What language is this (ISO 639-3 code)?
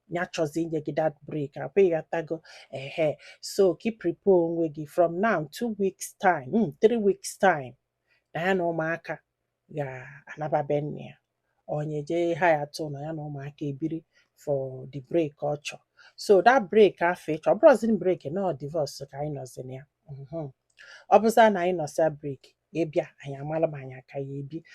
ibo